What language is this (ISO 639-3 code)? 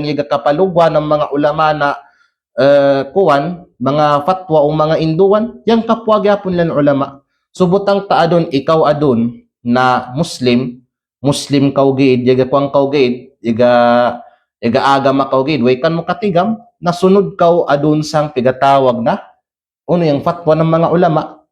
kqe